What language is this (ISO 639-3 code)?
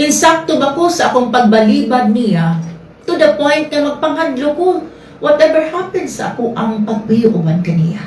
ceb